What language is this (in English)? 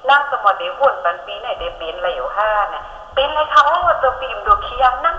Shan